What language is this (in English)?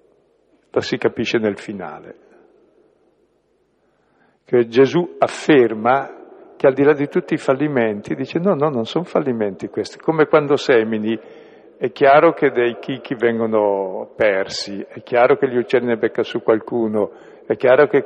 Italian